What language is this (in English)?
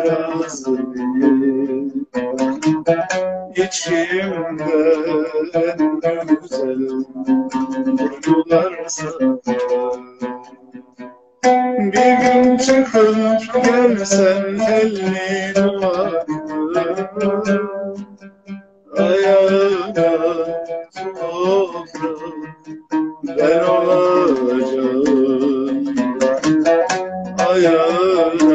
Turkish